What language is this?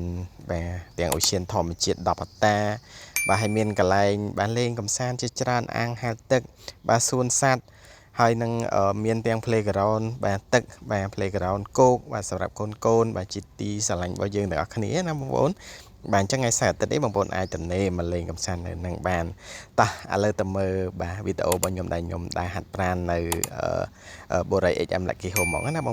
Khmer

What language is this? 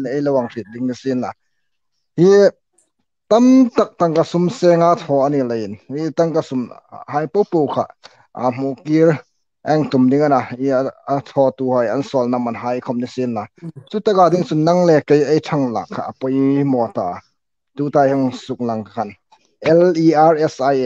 Hmar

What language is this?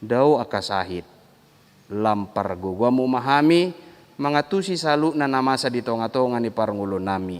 Batak Toba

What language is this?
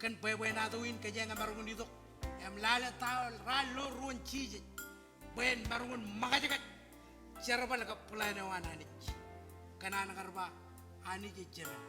Marshallese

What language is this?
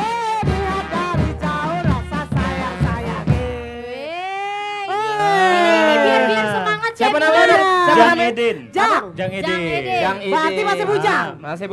Musi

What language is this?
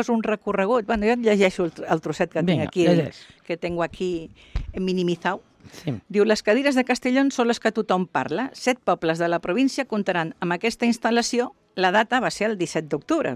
Catalan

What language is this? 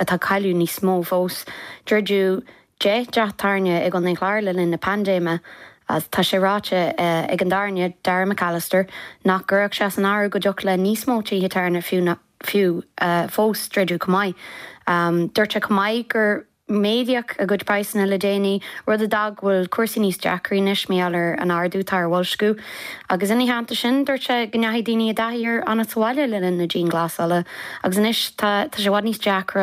Irish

